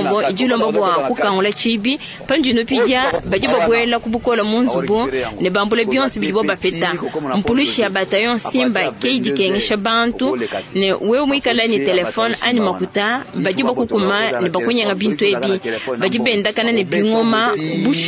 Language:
Luba-Lulua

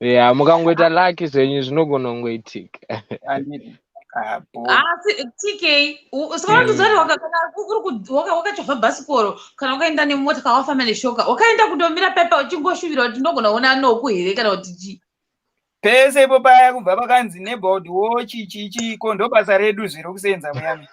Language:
Shona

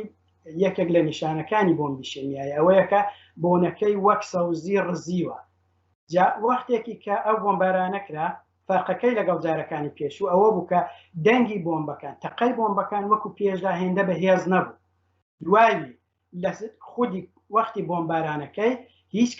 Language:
Central Kurdish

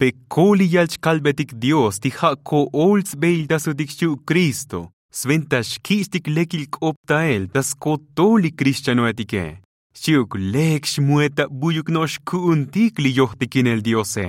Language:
Tzotzil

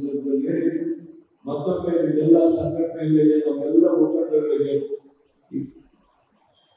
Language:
Kannada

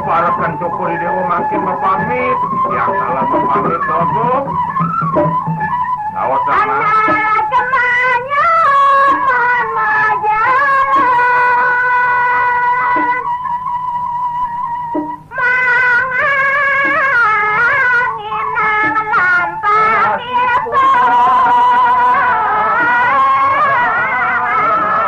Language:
Balinese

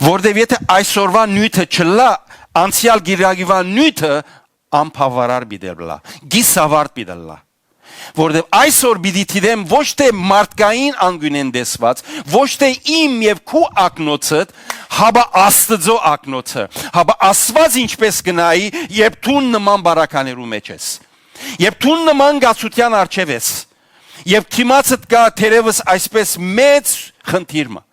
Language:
Western Armenian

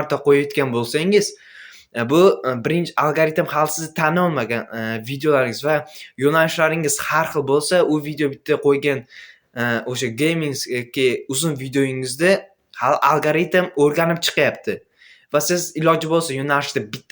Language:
Uzbek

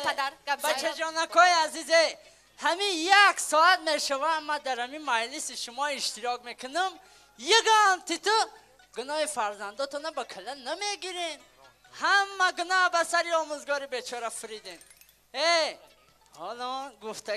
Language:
Tajik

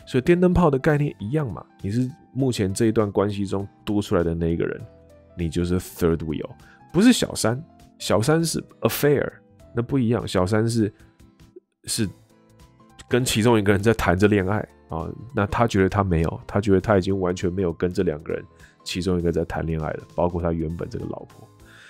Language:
Chinese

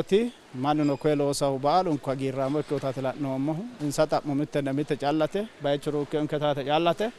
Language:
Sidamo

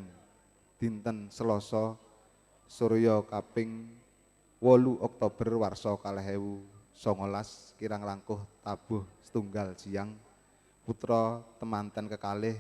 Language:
Javanese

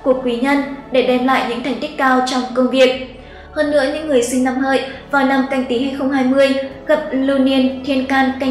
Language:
Vietnamese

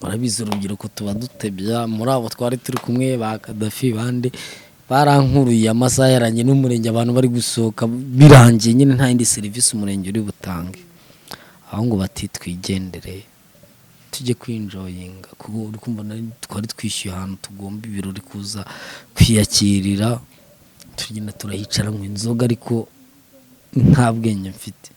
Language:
Kinyarwanda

